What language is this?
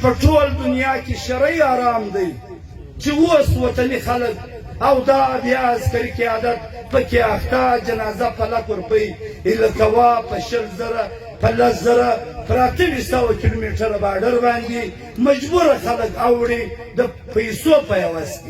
Pashto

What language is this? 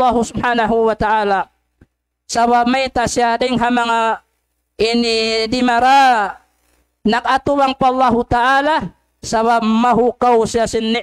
Tausug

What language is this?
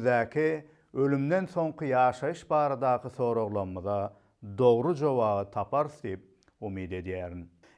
Turkmen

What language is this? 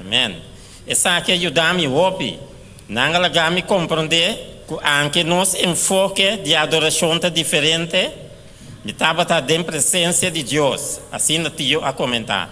Papiamento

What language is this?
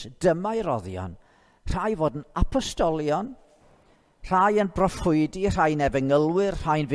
Welsh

